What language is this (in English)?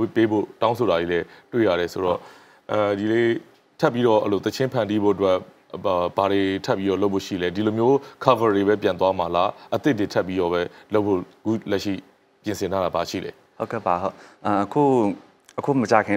Burmese